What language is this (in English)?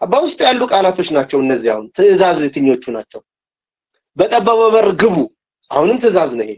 Amharic